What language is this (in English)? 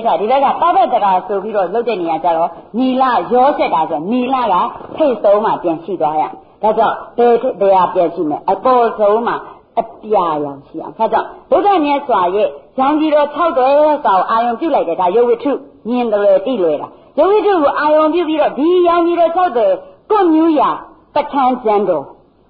Burmese